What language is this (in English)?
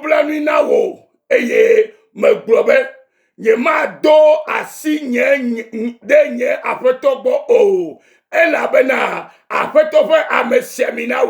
Ewe